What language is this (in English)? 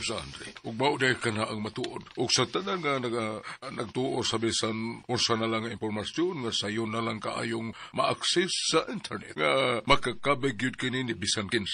Cebuano